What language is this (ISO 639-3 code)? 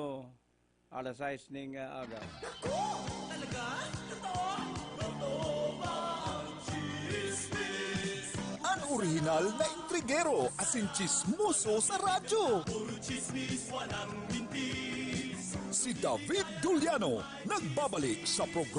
bik